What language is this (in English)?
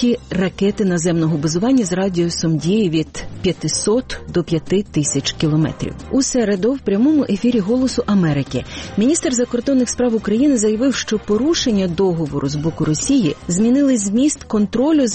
Ukrainian